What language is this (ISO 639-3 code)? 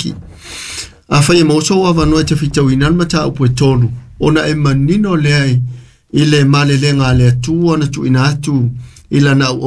smo